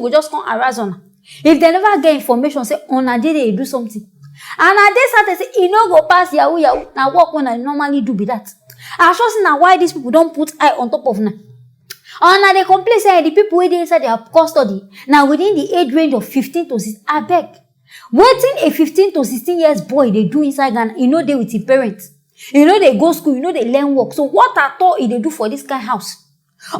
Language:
Nigerian Pidgin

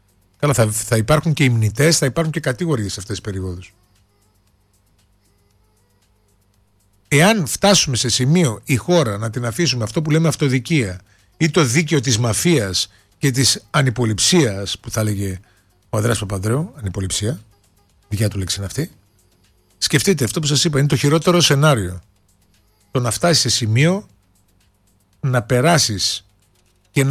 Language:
Greek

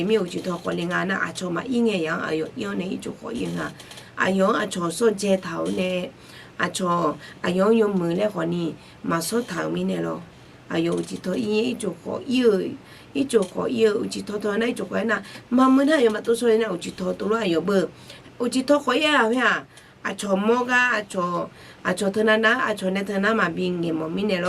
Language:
Akha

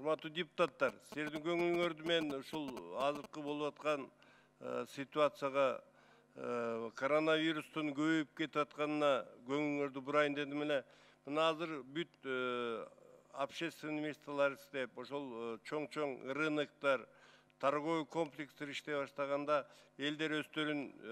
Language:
Kyrgyz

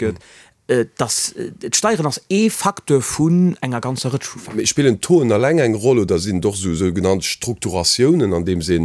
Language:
Luxembourgish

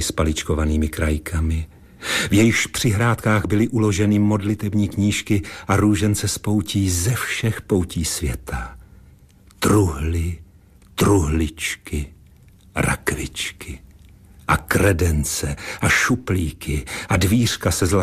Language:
Czech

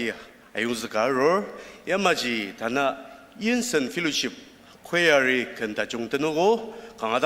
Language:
Ao Naga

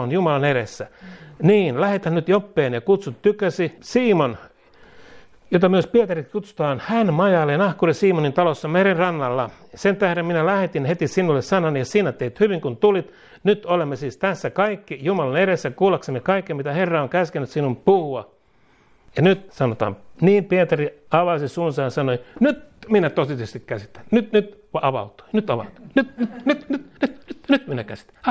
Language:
Finnish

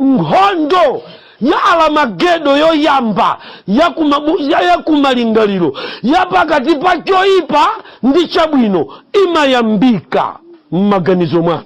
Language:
Nyanja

